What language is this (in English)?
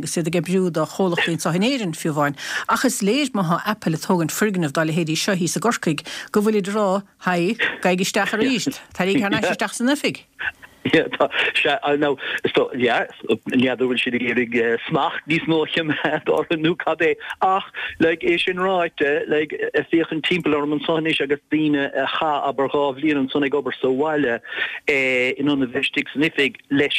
Irish